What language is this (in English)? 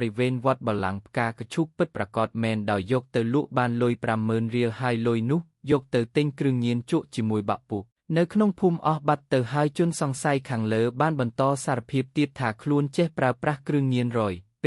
Khmer